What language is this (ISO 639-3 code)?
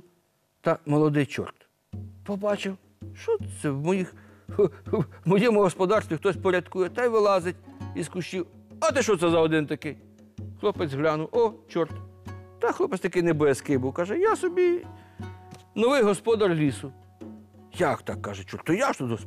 ukr